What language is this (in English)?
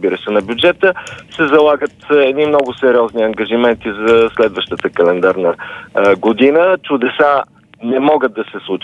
Bulgarian